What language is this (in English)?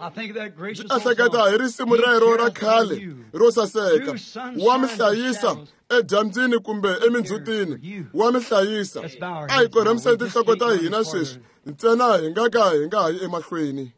Tsonga